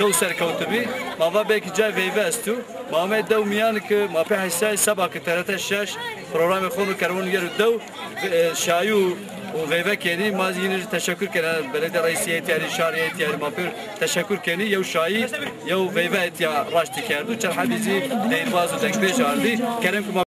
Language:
Zaza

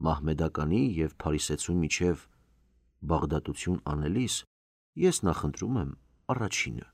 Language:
Armenian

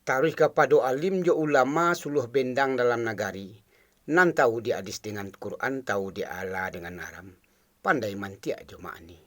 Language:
Minangkabau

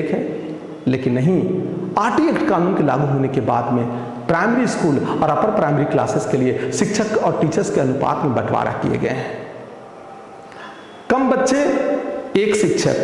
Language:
Hindi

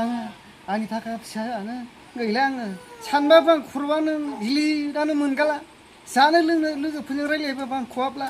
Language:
Bodo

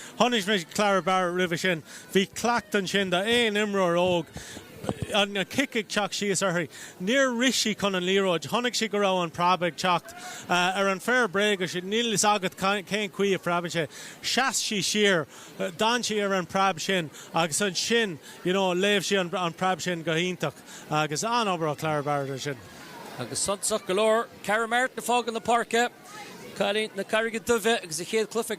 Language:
Irish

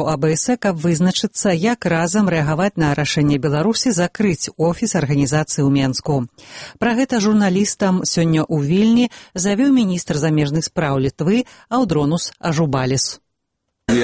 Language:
Belarusian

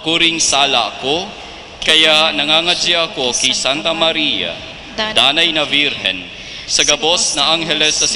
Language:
Bikol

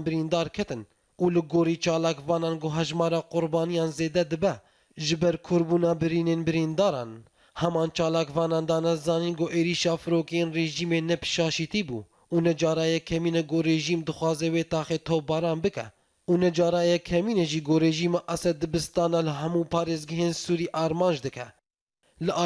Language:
Kurdish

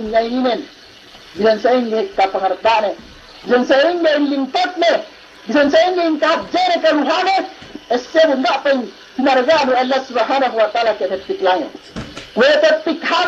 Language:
Yakan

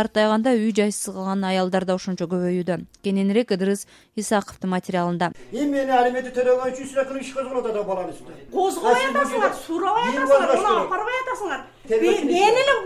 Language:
Kyrgyz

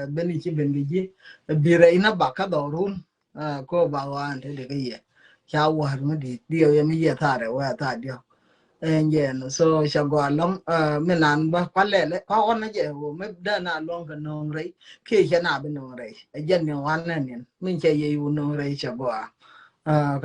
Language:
Nuer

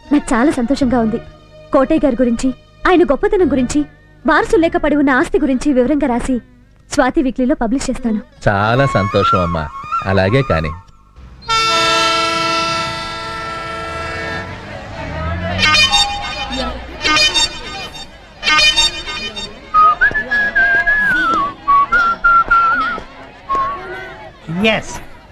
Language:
Telugu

